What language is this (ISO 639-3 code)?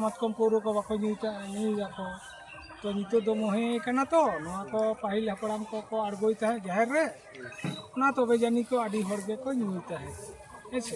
sat